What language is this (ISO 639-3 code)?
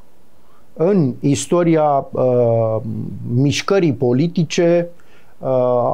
ron